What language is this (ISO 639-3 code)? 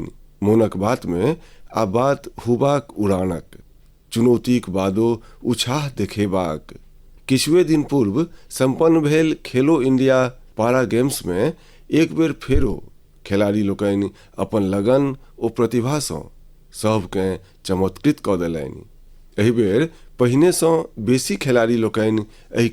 mai